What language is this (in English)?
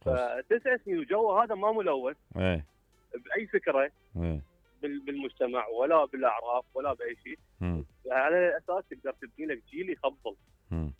Mesopotamian Arabic